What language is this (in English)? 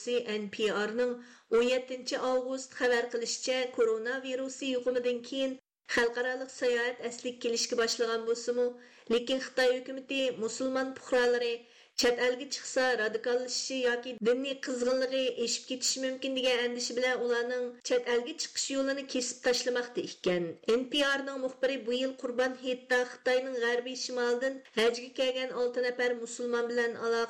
Uyghur